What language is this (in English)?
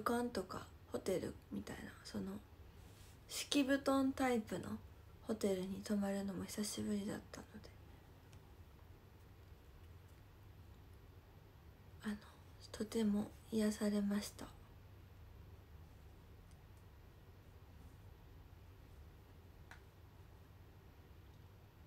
Japanese